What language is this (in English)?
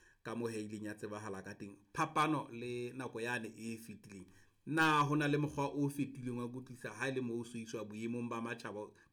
Southern Sotho